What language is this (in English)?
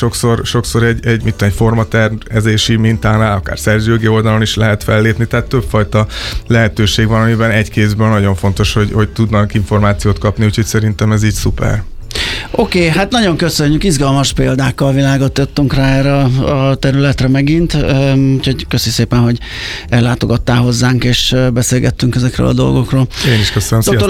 Hungarian